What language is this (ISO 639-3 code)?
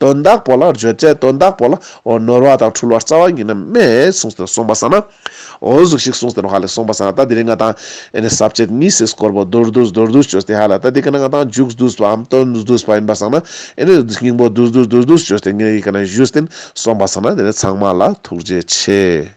lbj